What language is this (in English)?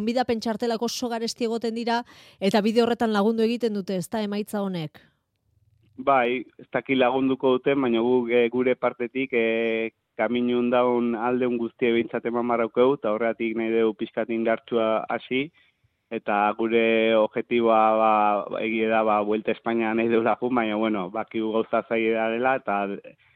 Basque